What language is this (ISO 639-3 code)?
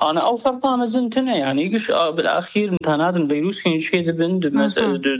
kur